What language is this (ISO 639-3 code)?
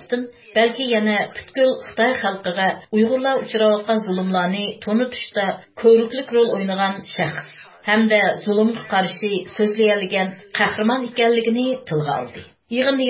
uig